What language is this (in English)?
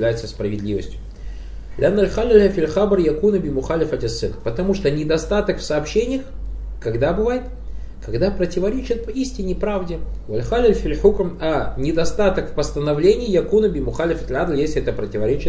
Russian